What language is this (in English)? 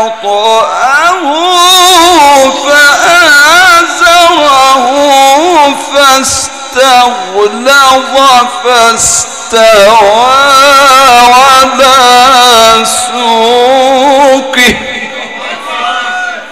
Arabic